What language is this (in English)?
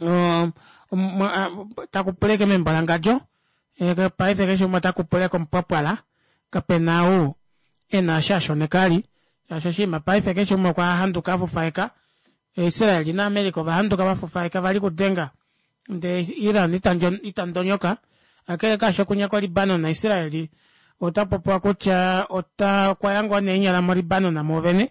Kuanyama